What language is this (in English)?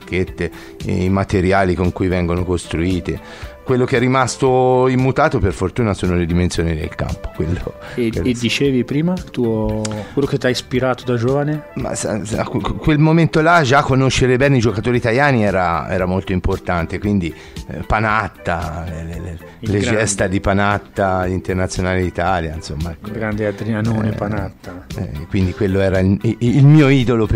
Italian